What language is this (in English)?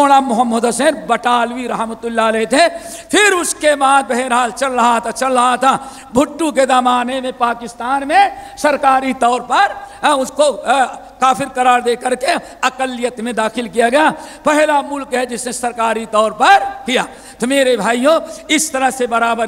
Urdu